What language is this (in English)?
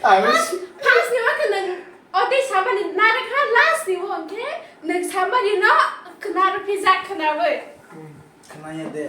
Kok Borok